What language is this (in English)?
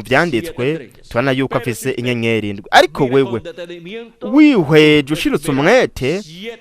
Rundi